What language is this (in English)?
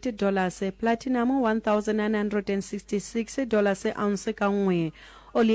Southern Sotho